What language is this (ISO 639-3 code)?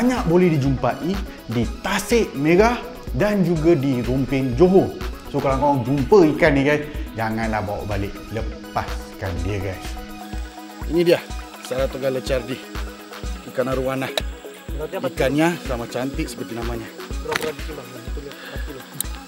msa